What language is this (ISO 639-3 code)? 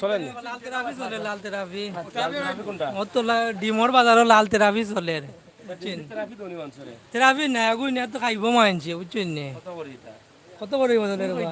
syl